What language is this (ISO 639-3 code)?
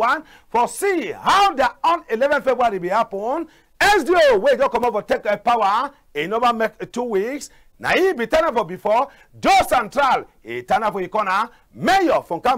wes